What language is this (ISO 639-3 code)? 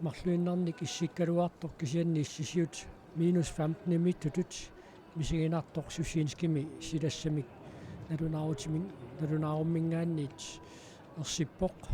kal